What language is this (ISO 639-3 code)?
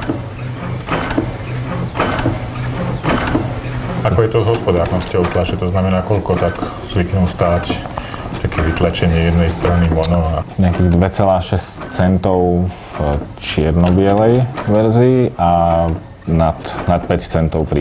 slk